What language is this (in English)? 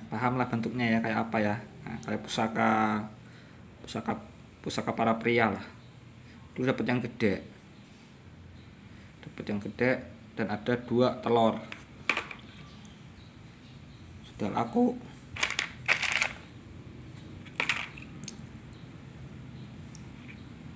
Indonesian